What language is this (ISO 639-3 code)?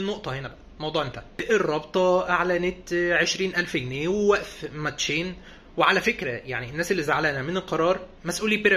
arz